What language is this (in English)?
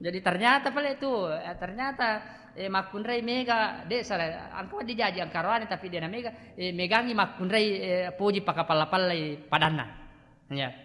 Buginese